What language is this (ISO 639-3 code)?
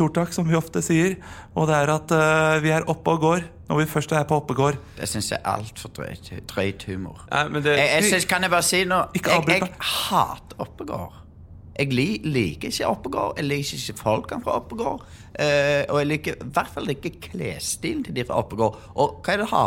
nor